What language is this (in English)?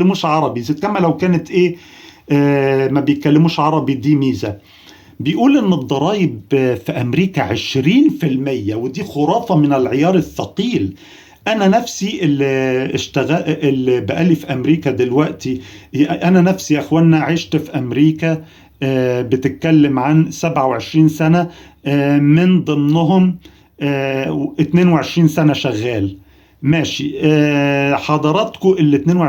Egyptian Arabic